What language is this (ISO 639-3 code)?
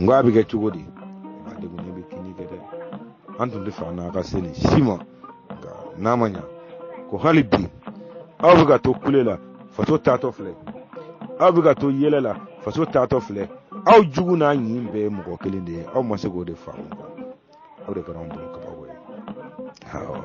bam